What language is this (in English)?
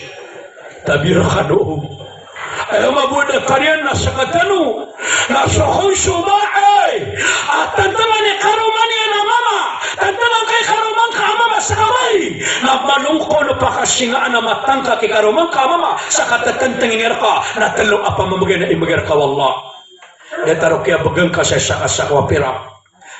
Maranao